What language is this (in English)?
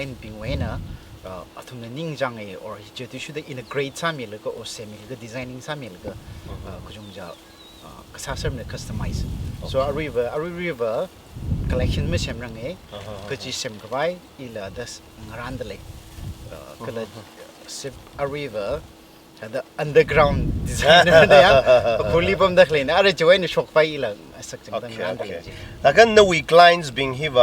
Tangkhul Naga (India)